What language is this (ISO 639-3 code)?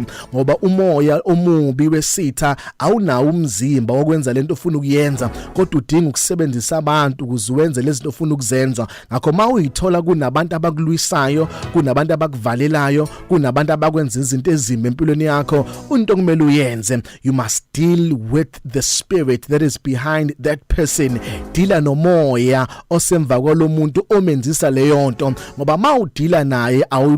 zul